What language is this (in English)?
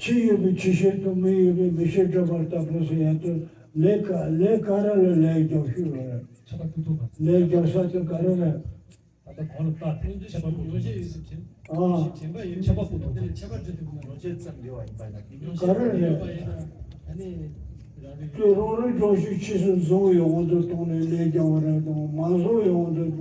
Tibetan